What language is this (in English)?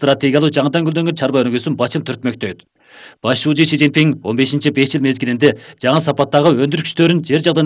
Kyrgyz